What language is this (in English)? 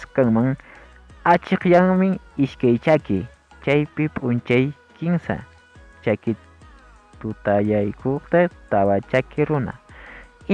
Quechua